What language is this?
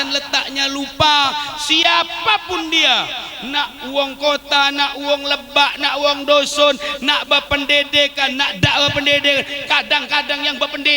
Musi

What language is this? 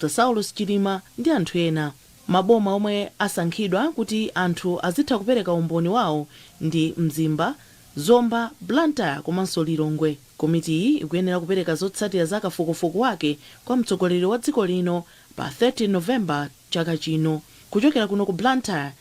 Nyanja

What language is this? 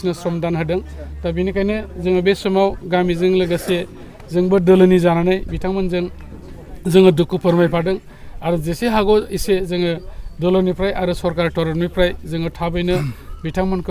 Bodo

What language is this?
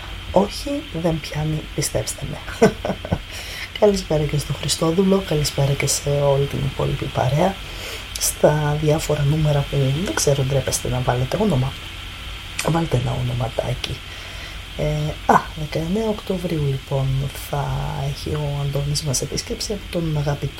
Greek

